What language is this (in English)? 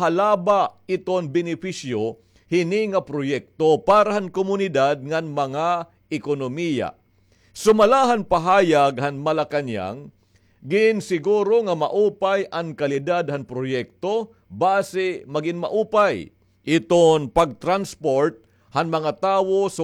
Waray